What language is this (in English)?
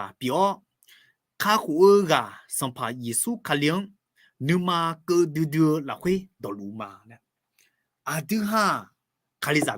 Akha